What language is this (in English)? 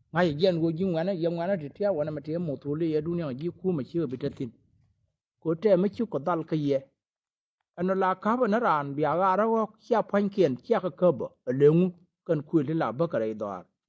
Nuer